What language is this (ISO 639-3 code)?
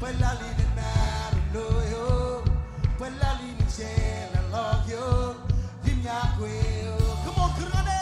mah